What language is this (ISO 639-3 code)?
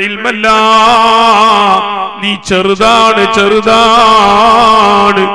mal